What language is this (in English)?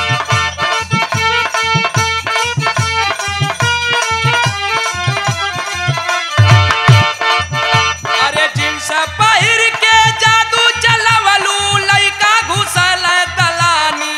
Bhojpuri